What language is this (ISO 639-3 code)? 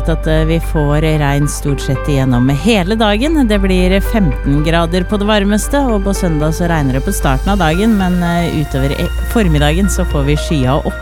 nor